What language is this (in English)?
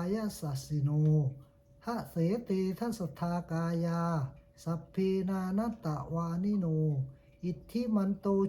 Pali